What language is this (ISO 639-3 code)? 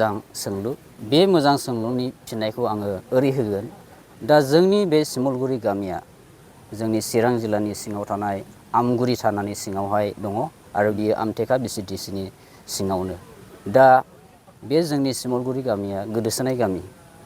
brx